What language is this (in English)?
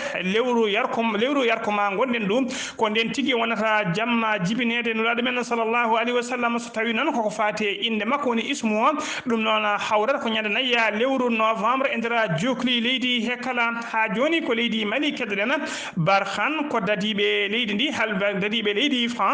Fula